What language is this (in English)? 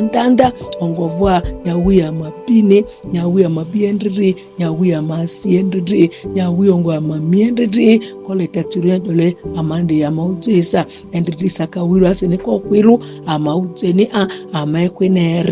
Ma'di